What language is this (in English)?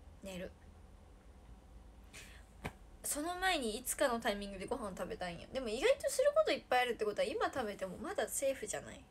Japanese